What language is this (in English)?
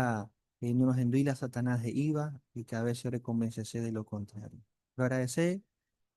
Guarani